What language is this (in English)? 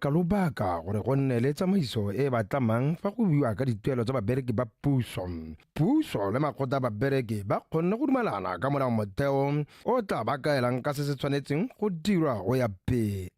Tswana